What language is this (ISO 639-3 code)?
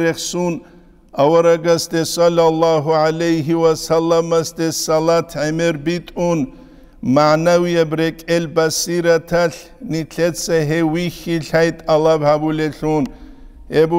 ava